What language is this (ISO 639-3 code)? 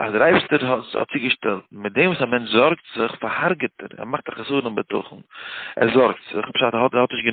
yid